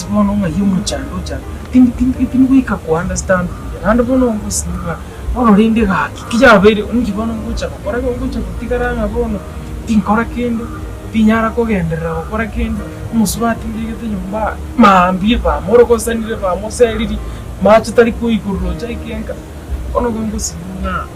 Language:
Gusii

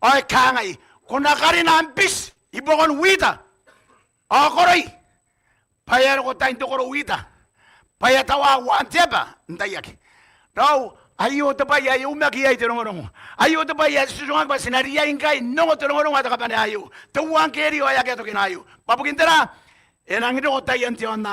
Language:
Gilbertese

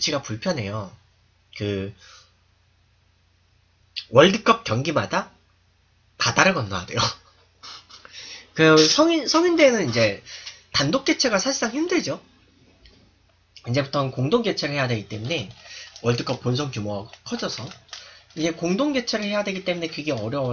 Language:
Korean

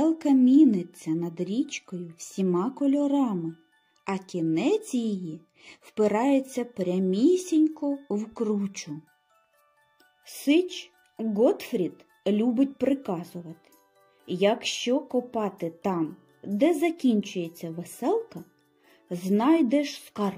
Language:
Ukrainian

